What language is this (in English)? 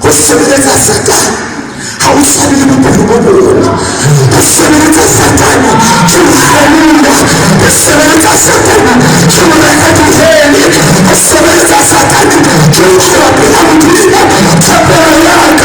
Southern Sotho